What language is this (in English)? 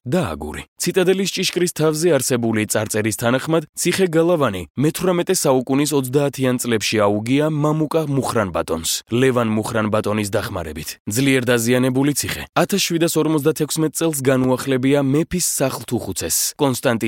Georgian